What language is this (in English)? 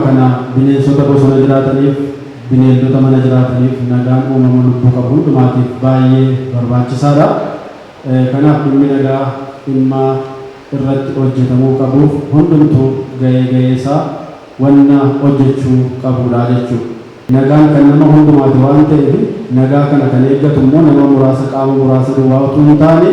Oromo